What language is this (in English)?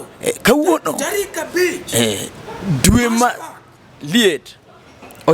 Luo (Kenya and Tanzania)